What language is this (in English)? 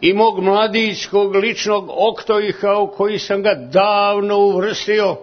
Serbian